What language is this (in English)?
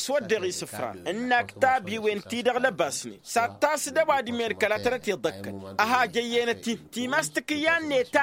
Tamasheq